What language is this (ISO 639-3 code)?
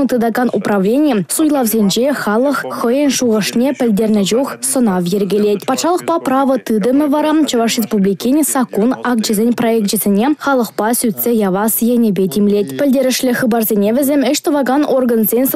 chv